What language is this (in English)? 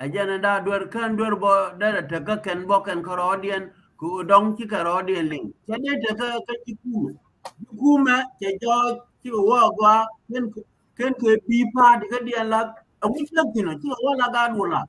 Nuer